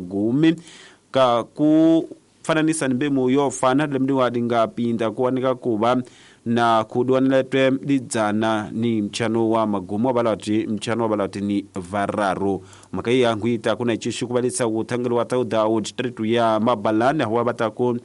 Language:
Tsonga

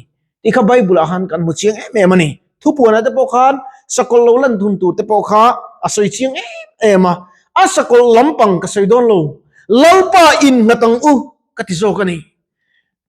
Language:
Mizo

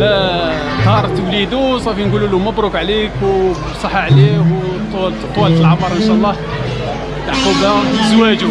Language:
Algerian Arabic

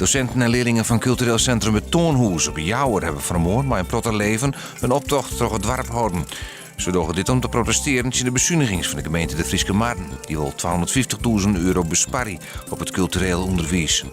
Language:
Western Frisian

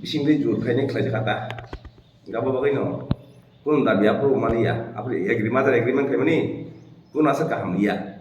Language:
Kok Borok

